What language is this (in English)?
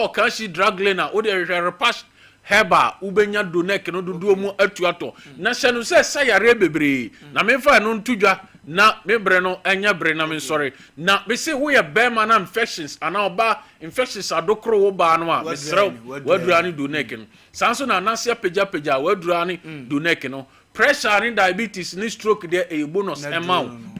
Akan